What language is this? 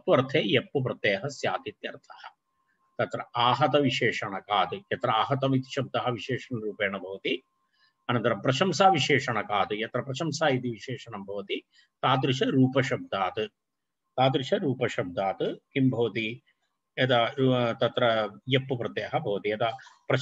Sanskrit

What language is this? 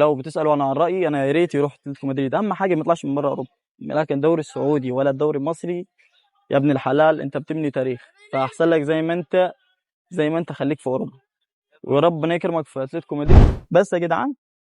Egyptian Arabic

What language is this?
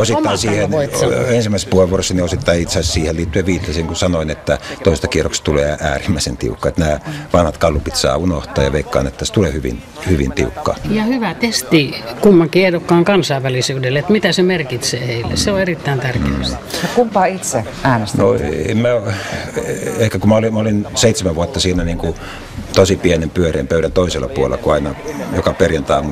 Finnish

